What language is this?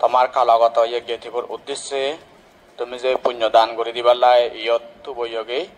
Chakma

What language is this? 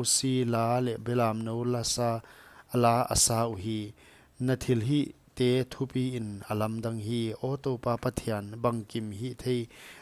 Paite Chin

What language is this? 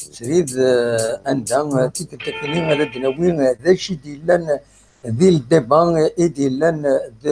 Kabyle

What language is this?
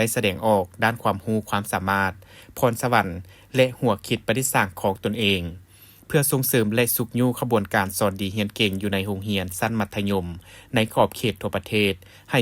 Lao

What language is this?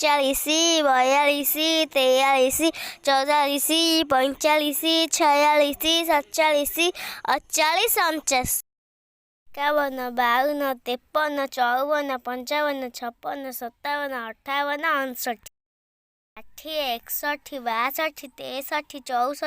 Odia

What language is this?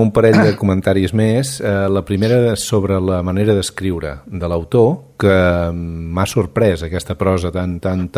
Catalan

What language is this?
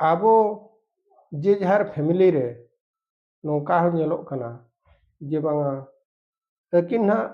Santali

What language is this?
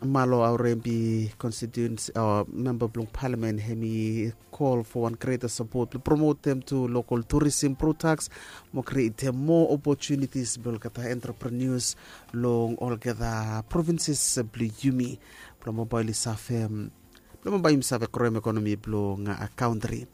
Bislama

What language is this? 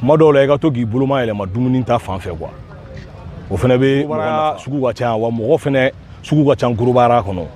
Bambara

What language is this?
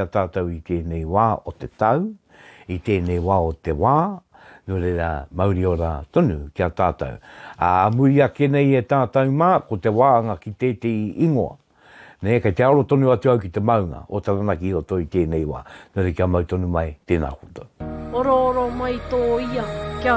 Māori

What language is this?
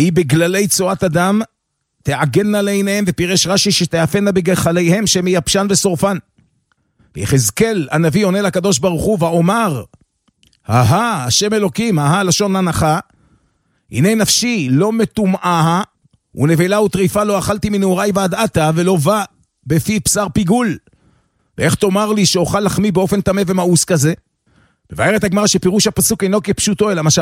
Hebrew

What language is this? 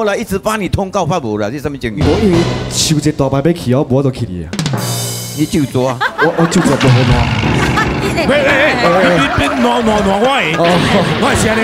Chinese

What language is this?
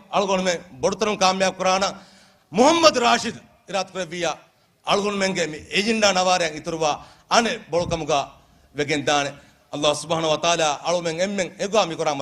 Divehi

